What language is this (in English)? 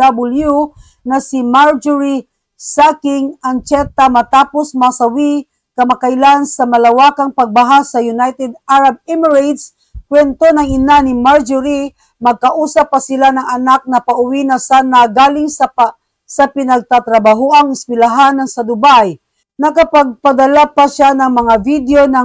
Filipino